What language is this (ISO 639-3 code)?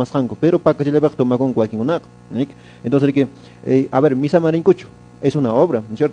que